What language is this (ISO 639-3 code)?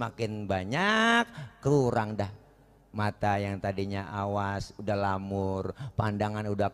bew